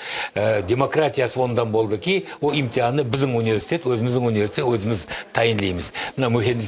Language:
Crimean Tatar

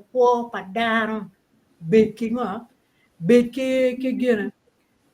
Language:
Acoli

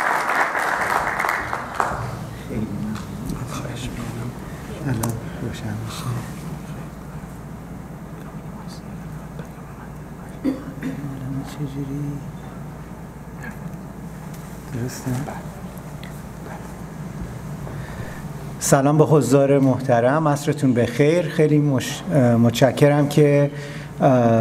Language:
Persian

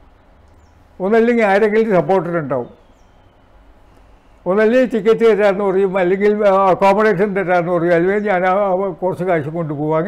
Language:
Malayalam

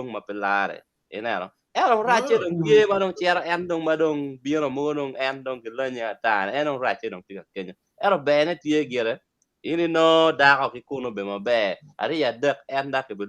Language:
Acoli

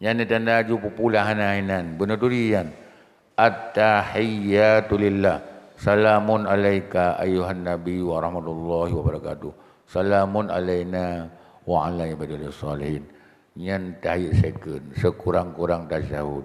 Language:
Achinese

